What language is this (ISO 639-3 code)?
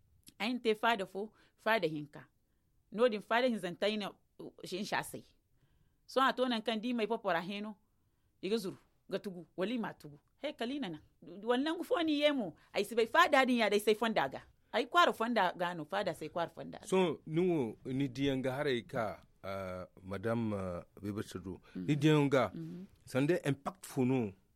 dje